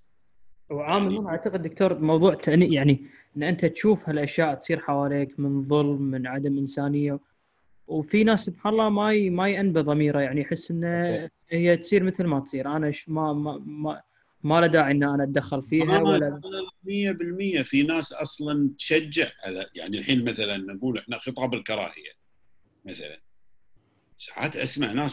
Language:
Gulf Arabic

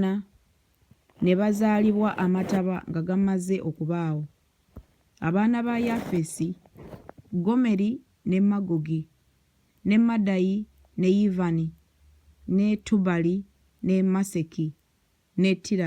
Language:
Ganda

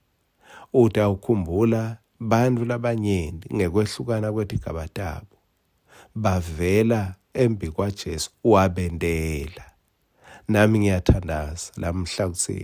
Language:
Swati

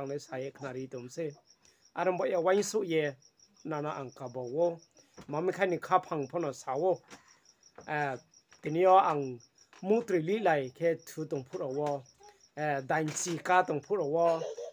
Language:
Riang (India)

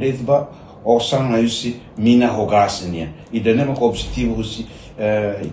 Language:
Tetum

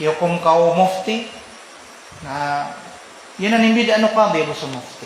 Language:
Maranao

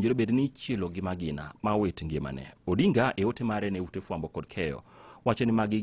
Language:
Luo (Kenya and Tanzania)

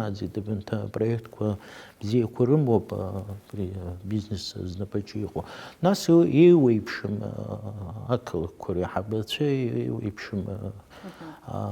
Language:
Abkhazian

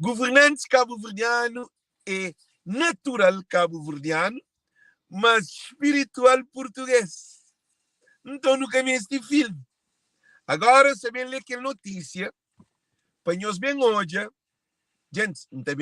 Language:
Kabuverdianu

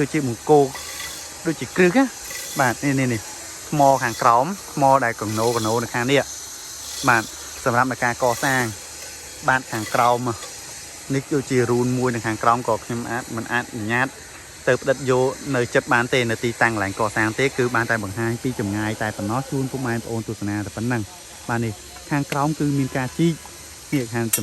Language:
Khmer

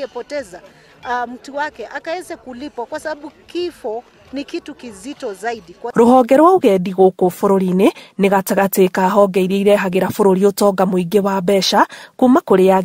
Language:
Kikuyu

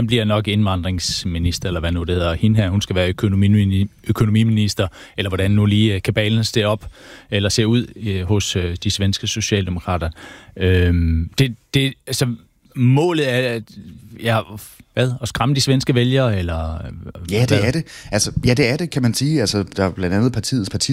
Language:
Danish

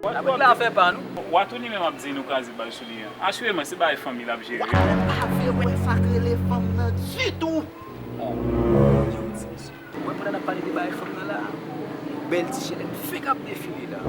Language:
Haitian Creole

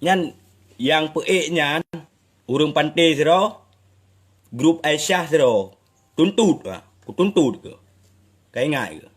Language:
Achinese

